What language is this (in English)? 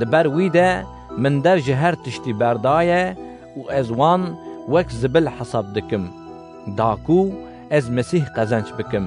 Kurdish